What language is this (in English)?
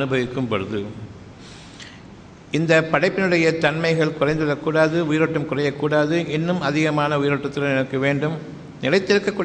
Tamil